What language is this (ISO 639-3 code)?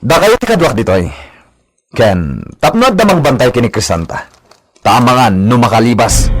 ilo